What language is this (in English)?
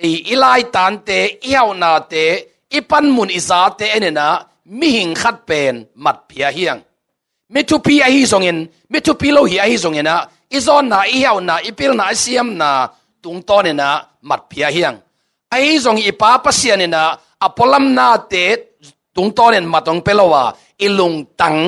Tedim Chin